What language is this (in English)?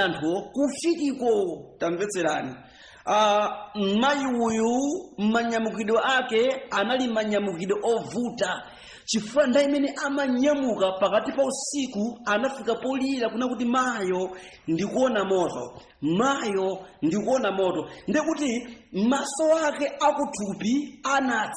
Nyanja